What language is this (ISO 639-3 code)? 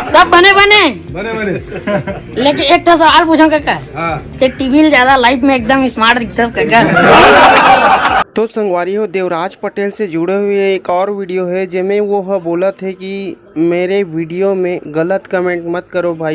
hne